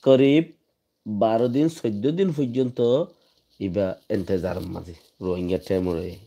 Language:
Rohingya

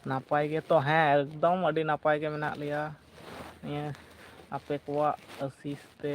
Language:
Santali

